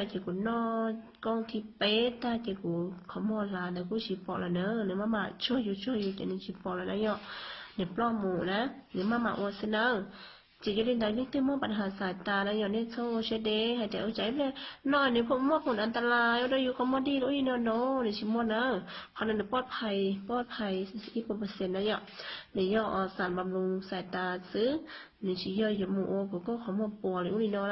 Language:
Hmong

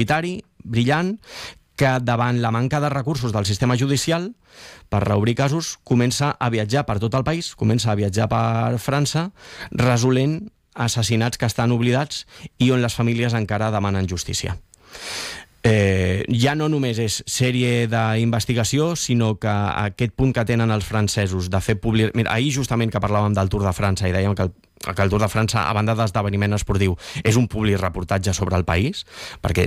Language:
Catalan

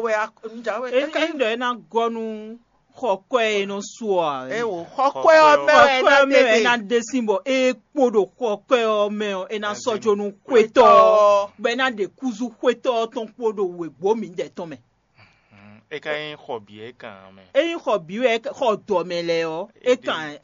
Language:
Fon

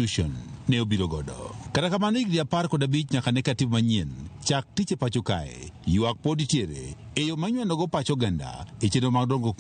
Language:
Luo (Kenya and Tanzania)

